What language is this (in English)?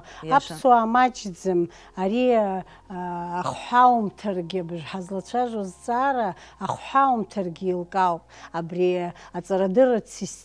Abkhazian